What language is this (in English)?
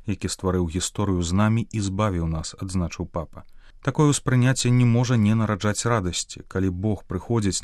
Belarusian